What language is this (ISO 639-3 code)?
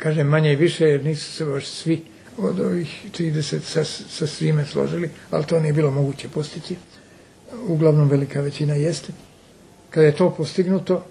srp